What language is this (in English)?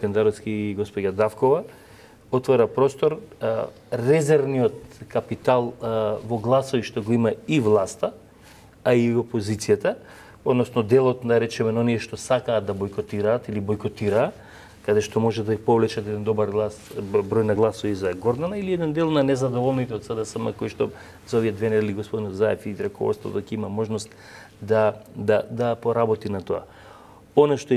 Macedonian